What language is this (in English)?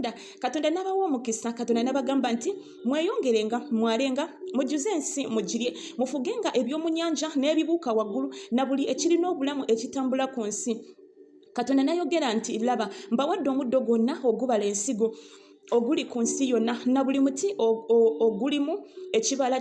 Ganda